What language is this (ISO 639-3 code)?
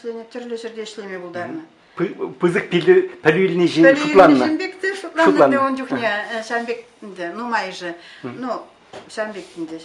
chv